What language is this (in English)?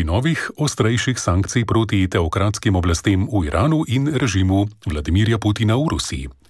Slovenian